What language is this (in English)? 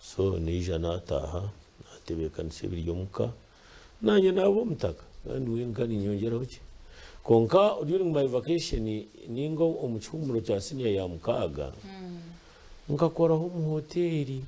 Nyankole